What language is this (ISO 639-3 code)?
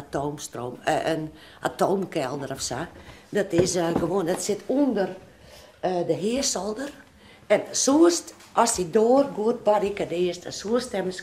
fry